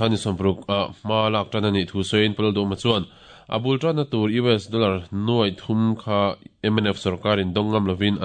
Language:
Mizo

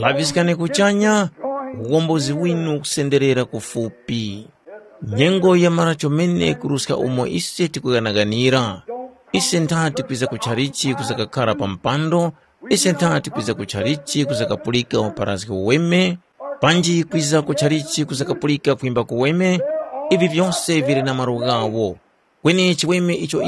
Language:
Tumbuka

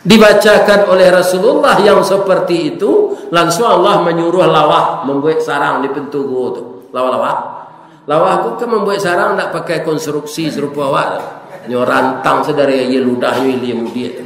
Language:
Minangkabau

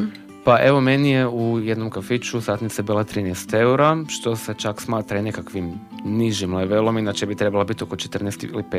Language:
Croatian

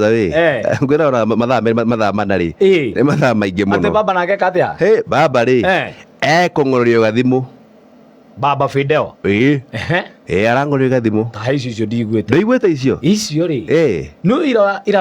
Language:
Kikuyu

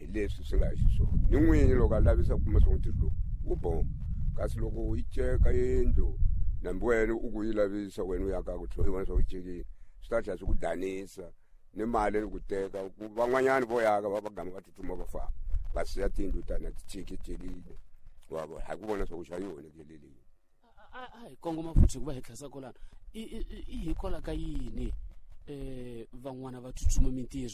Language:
Tsonga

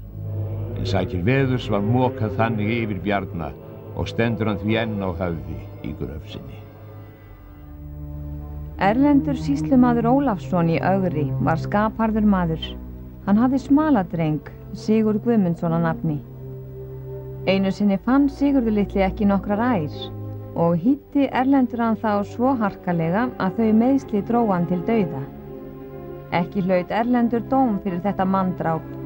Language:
Icelandic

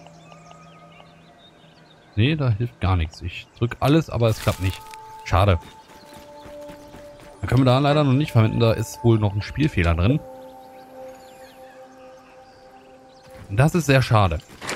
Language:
German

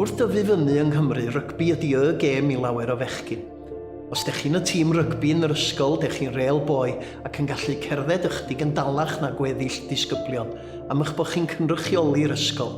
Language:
Welsh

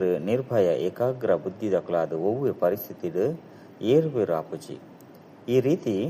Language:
Tulu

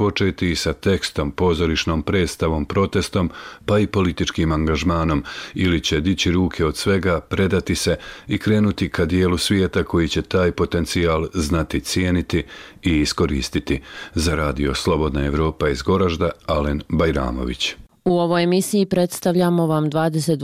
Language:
Bosnian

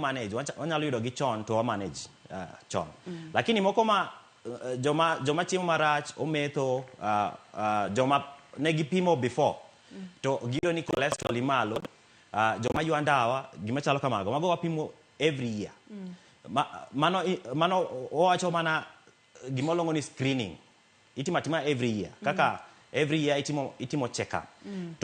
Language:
Luo (Kenya and Tanzania)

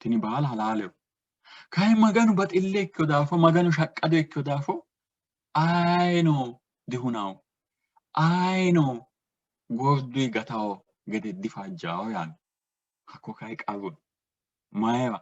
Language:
Sidamo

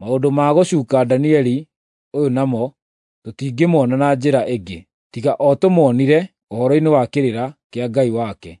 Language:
Kikuyu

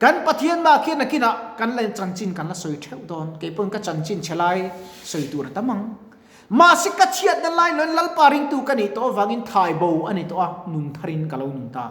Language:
Mizo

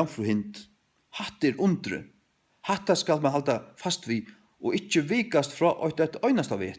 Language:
Faroese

